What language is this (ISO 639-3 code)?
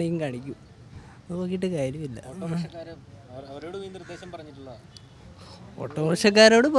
mal